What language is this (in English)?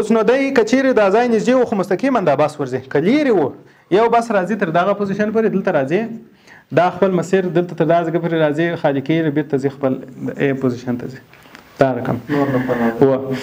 Pashto